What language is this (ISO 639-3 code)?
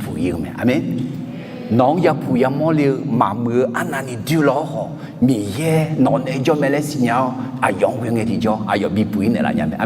ahk